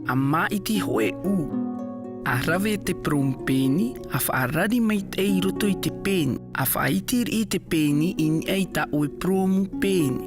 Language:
Tahitian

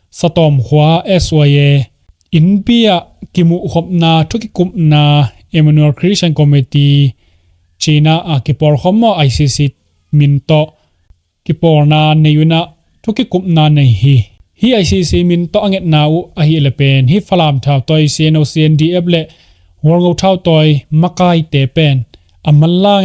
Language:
Tedim Chin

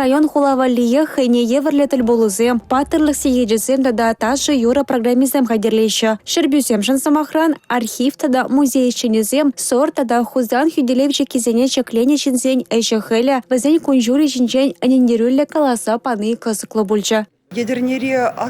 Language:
Chuvash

